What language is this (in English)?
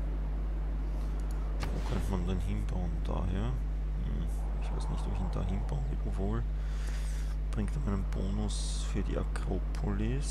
German